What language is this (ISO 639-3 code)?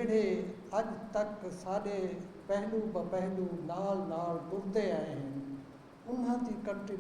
skr